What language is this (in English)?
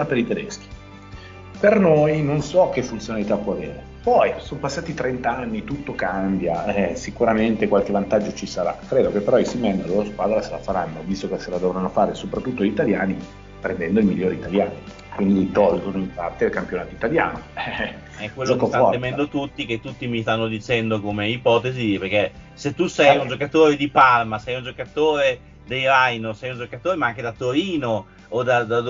Italian